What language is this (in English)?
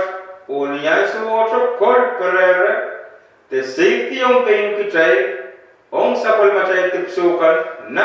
Pohnpeian